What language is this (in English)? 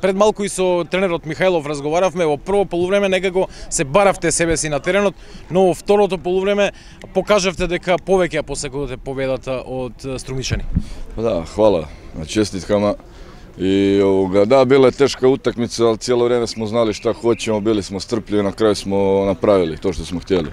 Macedonian